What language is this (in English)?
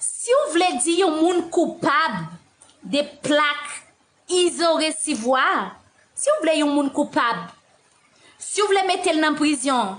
Haitian Creole